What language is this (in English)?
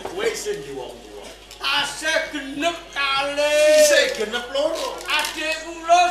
Javanese